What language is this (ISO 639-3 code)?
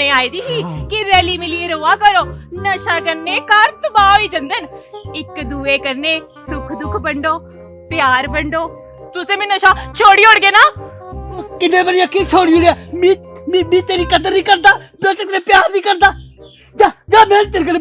doi